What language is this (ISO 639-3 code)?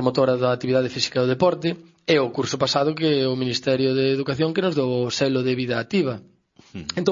glg